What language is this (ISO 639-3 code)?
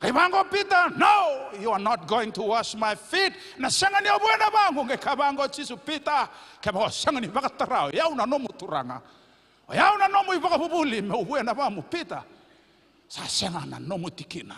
fij